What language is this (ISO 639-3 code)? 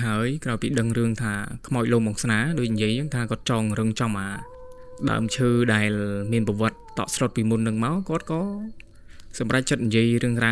khm